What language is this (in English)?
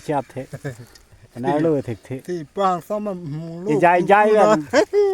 Karbi